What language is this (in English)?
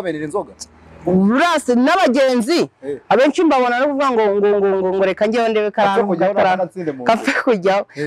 Kinyarwanda